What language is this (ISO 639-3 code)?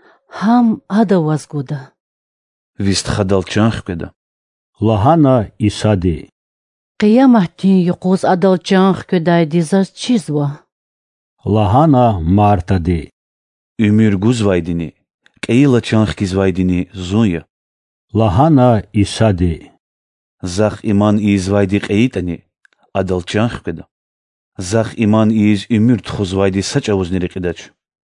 lez